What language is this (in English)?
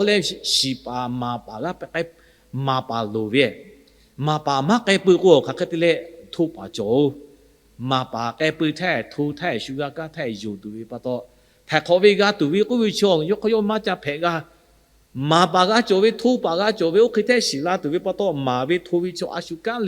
Lahu